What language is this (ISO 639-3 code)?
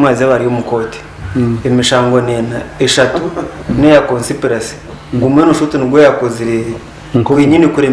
nyn